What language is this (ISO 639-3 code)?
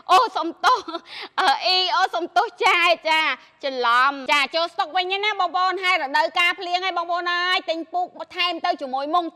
khm